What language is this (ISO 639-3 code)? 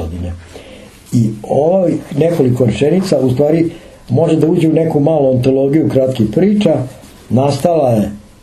srp